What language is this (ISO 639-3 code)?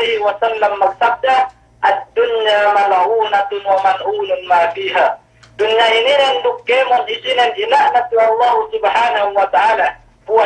yka